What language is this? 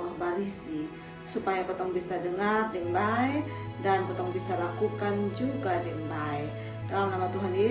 Kupang Malay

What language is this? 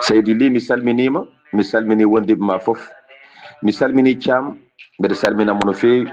Fula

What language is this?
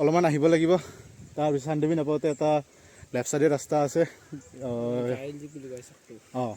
Assamese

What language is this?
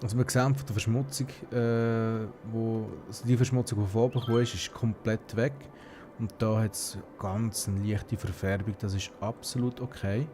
Swiss German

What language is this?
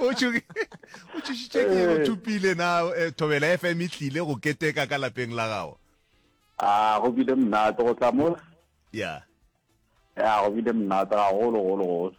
Northern Sotho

